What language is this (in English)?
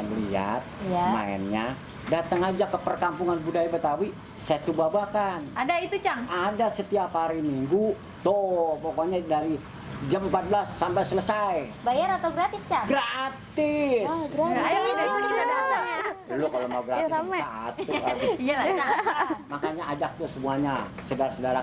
Betawi